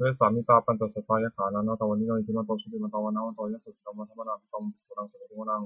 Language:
Pali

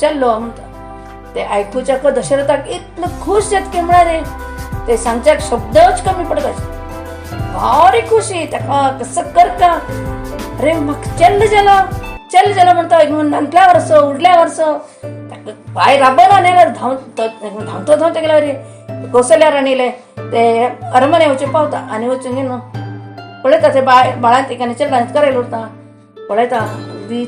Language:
Konkani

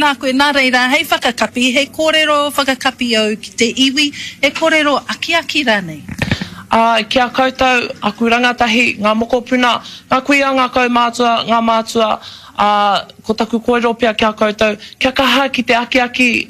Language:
Māori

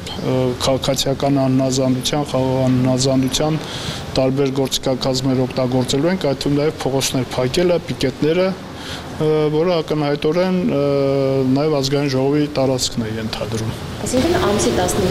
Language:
Armenian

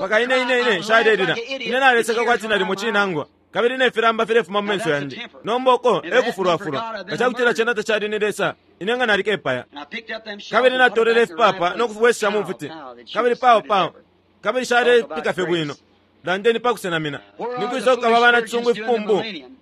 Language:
Bemba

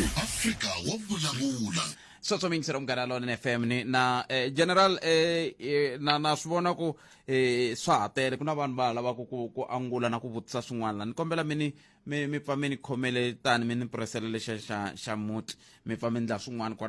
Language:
Tsonga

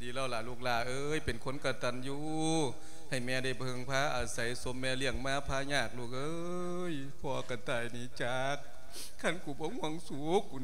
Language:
Lao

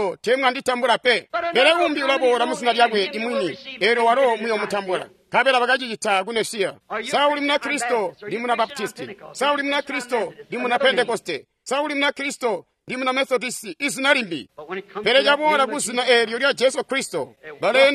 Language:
Tonga (Zambia)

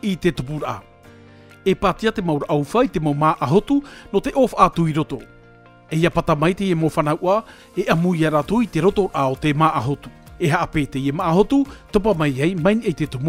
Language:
Tahitian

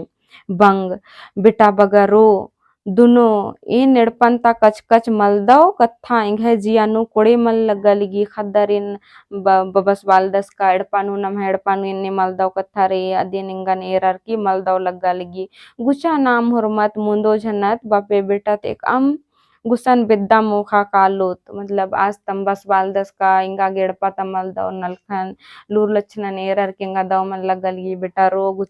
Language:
Kurukh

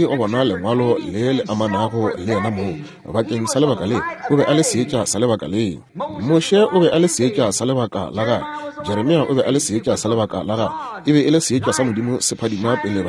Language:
Northern Sotho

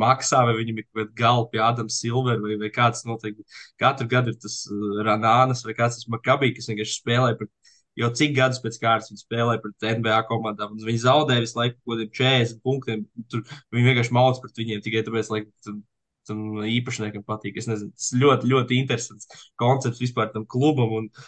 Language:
Latvian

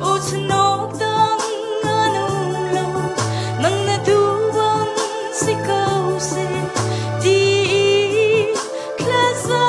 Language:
Hakha Chin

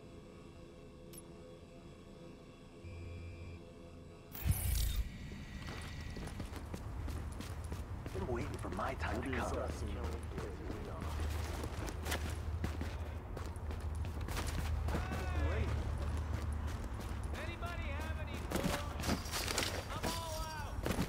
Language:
English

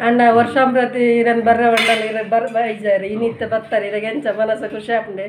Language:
Tulu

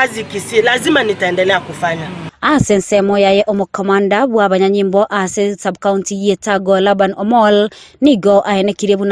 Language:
Gusii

